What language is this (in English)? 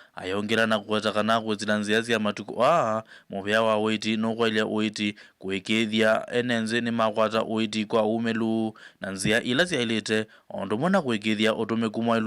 Kamba